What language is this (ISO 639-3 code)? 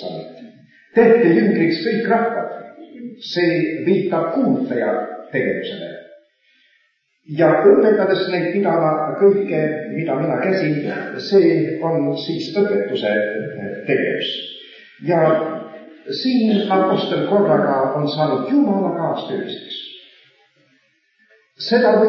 est